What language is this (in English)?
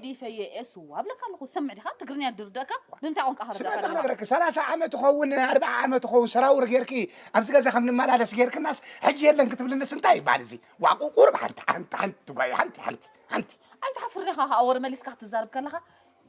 Tigrinya